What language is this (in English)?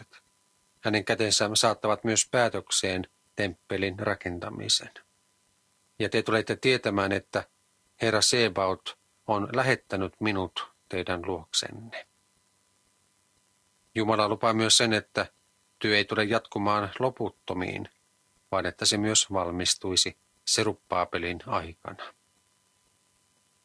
Finnish